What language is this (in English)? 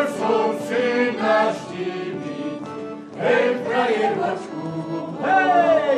Slovak